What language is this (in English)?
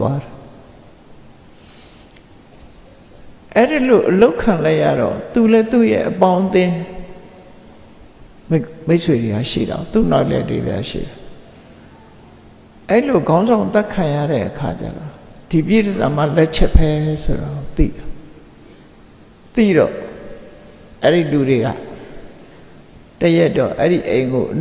Burmese